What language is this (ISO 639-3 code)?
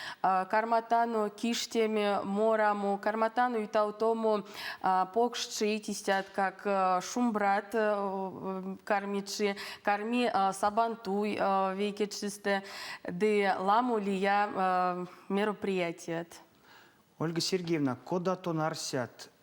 myv